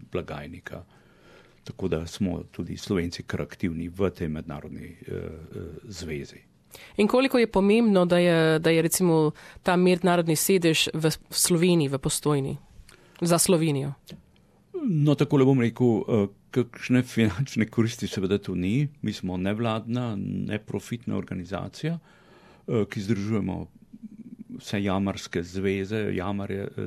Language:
Slovenian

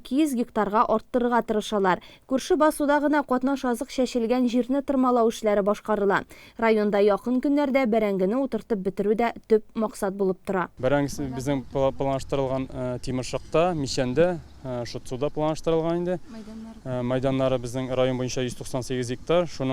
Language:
Tatar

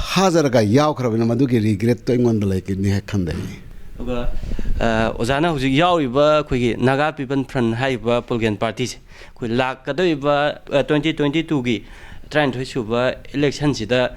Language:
Manipuri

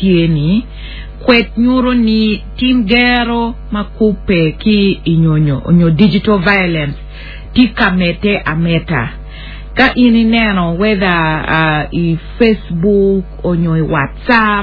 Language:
Acoli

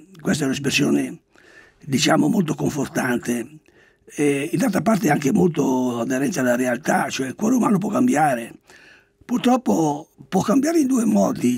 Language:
Italian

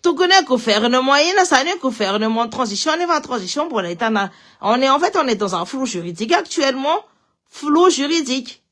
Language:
Malagasy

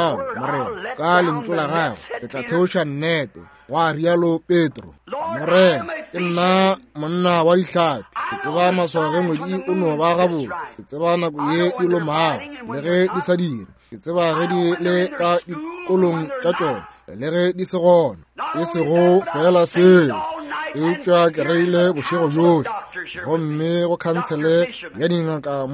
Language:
Northern Sotho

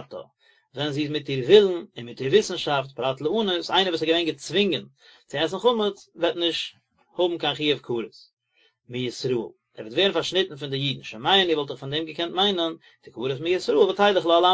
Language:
Yiddish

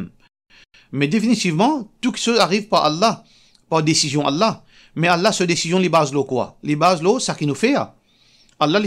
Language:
Morisyen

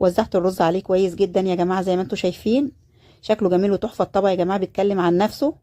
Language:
Egyptian Arabic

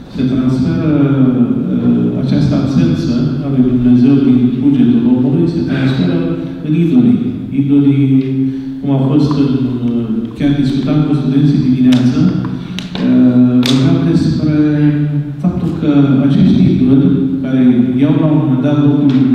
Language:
Romanian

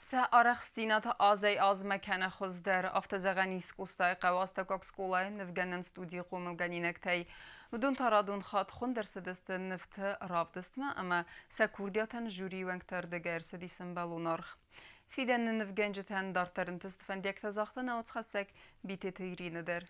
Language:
Ossetic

